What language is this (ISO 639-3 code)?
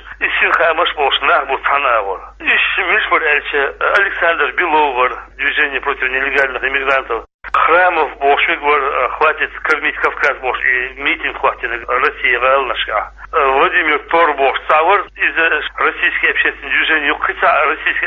che